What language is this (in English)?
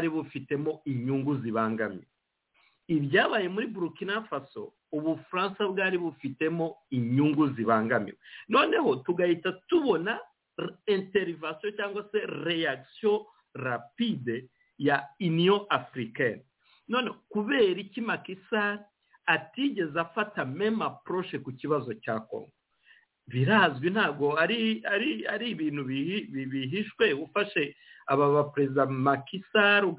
Kinyarwanda